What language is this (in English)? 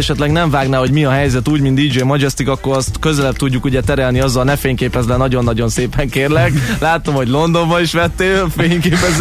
Hungarian